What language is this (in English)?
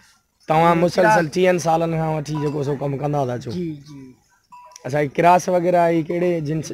Sindhi